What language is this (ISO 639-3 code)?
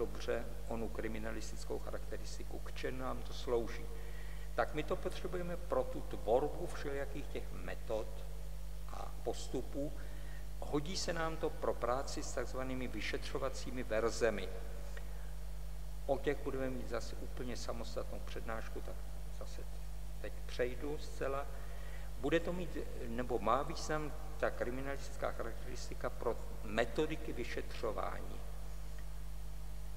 ces